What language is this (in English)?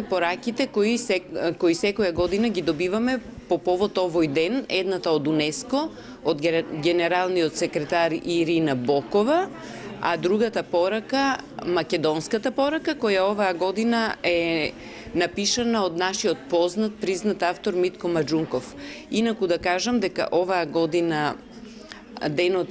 Macedonian